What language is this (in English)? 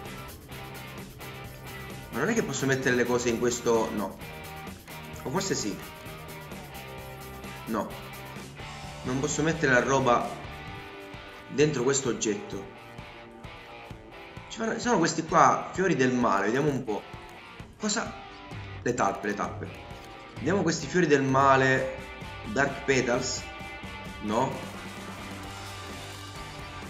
Italian